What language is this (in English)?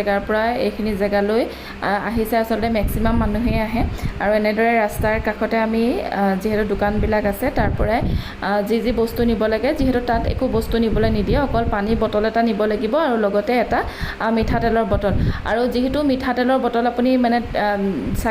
Assamese